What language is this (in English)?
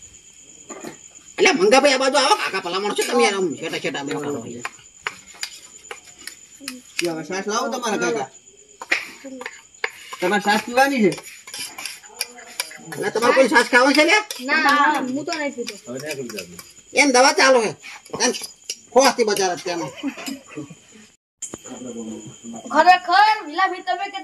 Gujarati